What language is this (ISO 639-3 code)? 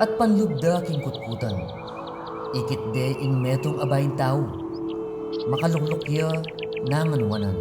pam